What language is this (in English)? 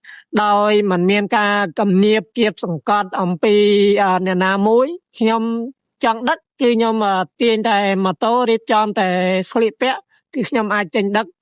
Khmer